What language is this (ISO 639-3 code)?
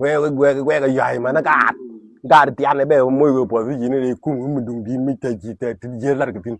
nus